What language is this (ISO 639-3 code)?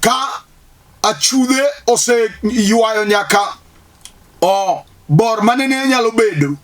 luo